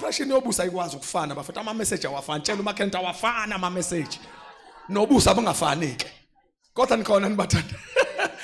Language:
Zulu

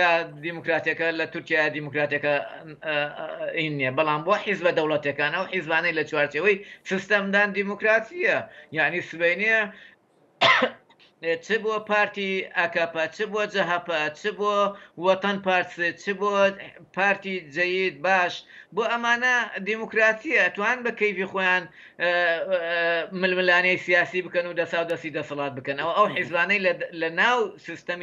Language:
Central Kurdish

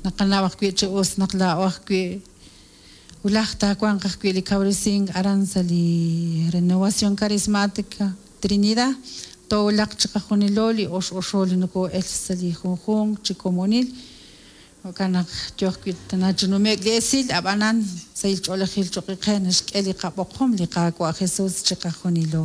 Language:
Kekchí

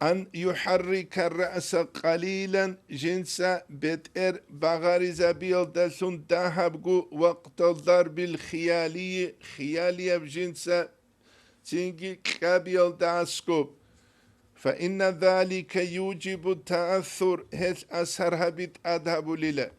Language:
Avaric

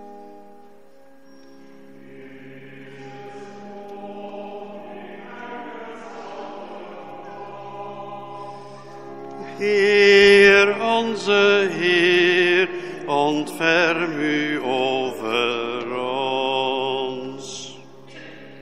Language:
Dutch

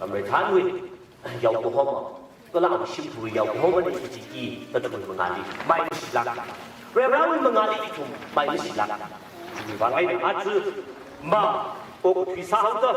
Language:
Tangkhul Naga (India)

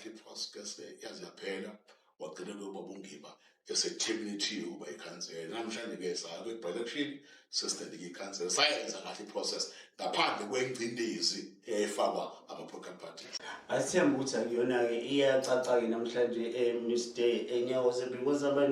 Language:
Zulu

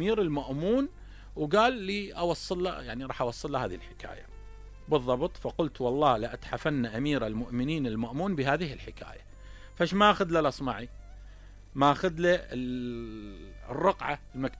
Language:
Mesopotamian Arabic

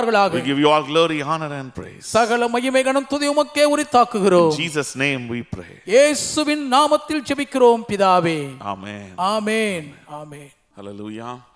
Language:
Tamil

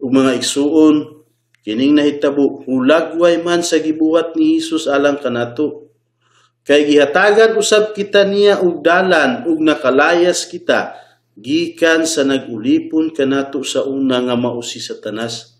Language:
Cebuano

